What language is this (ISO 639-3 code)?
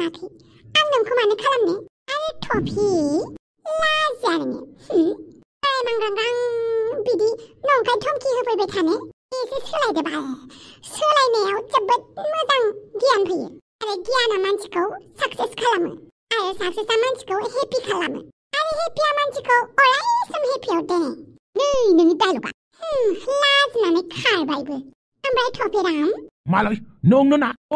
brx